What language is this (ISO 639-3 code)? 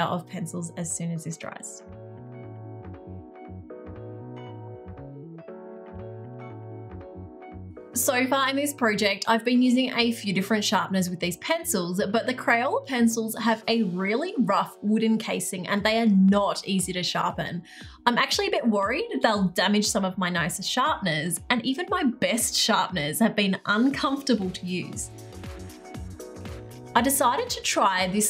eng